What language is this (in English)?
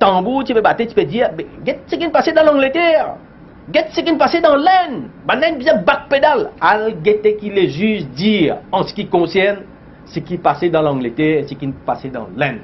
Morisyen